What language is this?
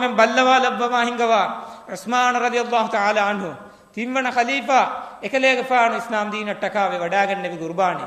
Divehi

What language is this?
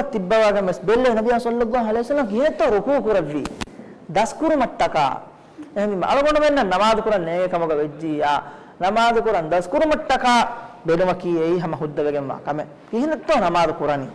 Divehi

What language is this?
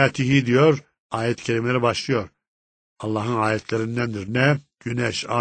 Turkish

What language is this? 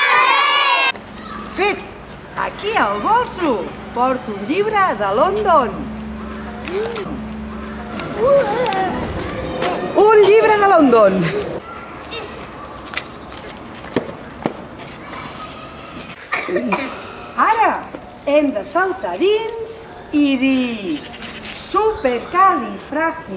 Catalan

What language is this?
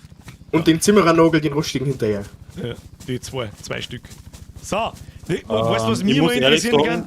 Bavarian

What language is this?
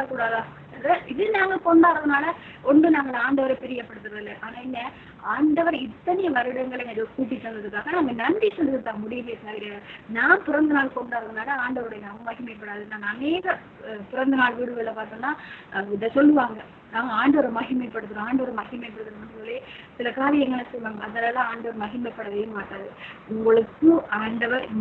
Tamil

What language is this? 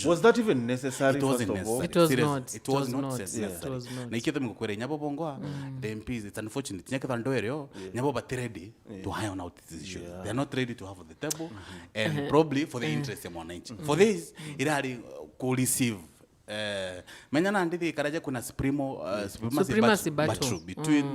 Meru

